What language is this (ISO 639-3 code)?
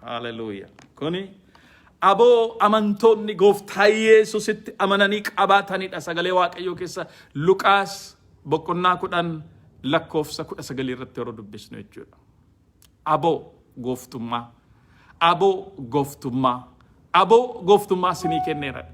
orm